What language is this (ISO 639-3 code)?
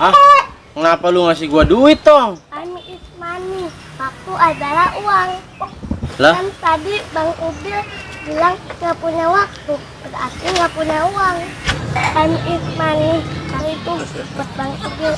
bew